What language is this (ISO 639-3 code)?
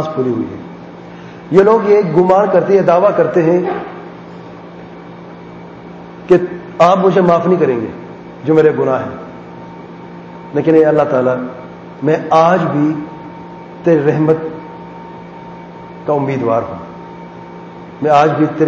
urd